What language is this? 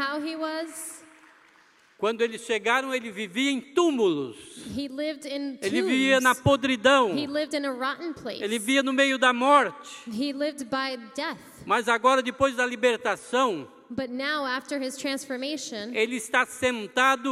Portuguese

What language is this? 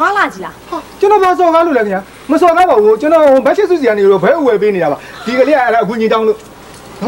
Burmese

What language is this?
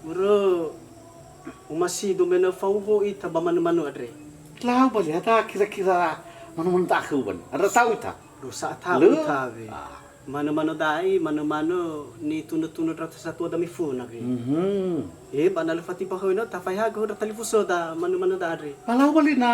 Nias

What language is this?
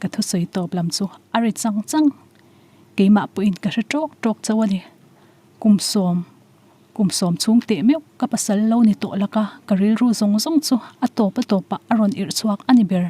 Mizo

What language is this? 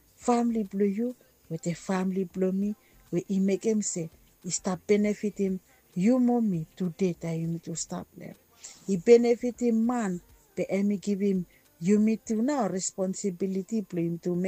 Bislama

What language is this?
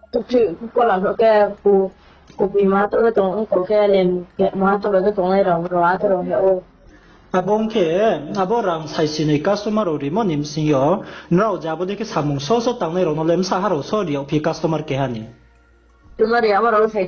Riang (India)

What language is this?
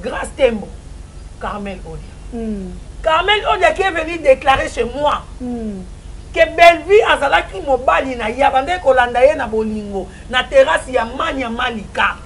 Lingala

